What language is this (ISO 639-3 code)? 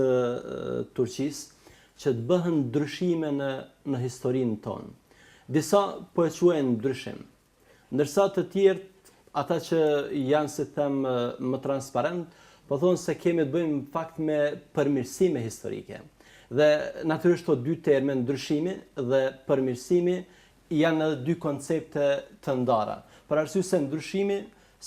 sqi